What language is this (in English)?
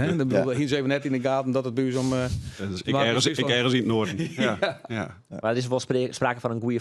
Western Frisian